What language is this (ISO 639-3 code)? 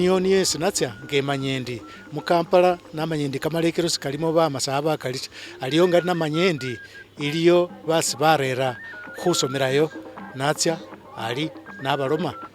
myx